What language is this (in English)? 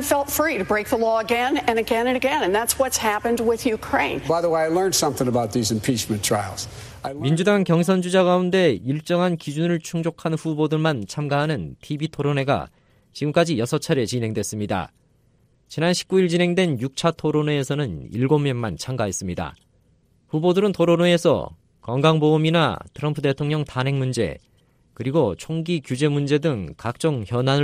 Korean